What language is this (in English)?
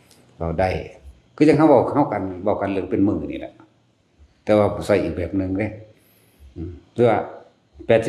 Northeastern Thai